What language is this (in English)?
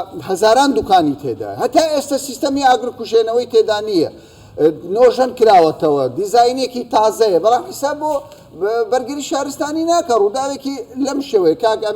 Central Kurdish